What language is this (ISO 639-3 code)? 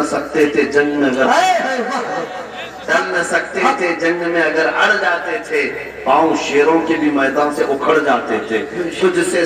urd